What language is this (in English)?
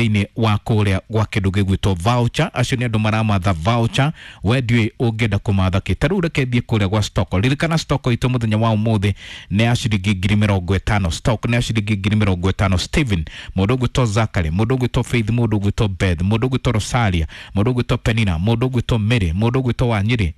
Kikuyu